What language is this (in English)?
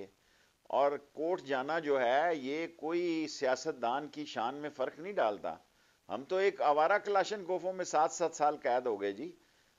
Urdu